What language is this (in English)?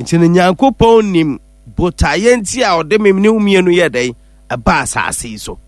Akan